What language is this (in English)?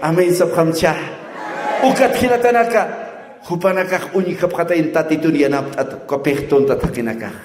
Aymara